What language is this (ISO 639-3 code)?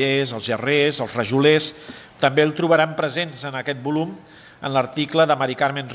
cat